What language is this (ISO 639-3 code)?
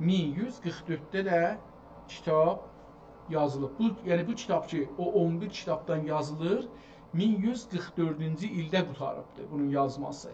azb